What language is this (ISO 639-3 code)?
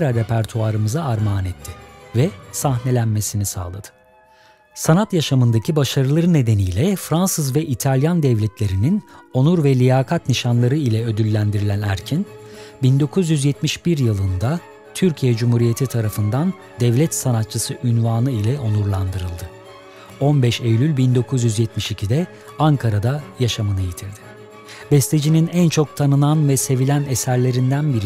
tur